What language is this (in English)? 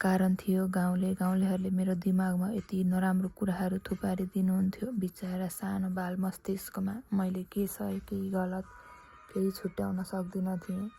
Nepali